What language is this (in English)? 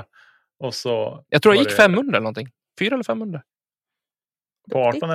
Swedish